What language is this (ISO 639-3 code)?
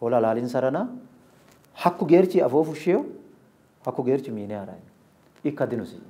sid